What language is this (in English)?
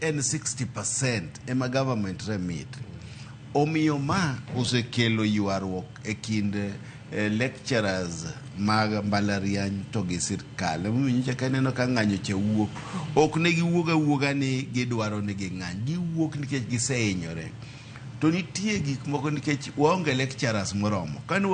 Luo (Kenya and Tanzania)